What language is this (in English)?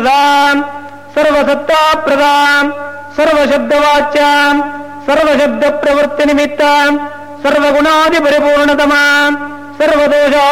Sanskrit